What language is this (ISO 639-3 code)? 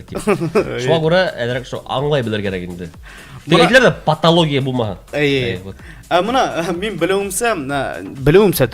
bak